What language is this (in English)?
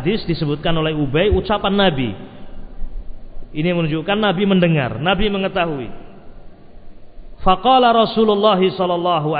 Indonesian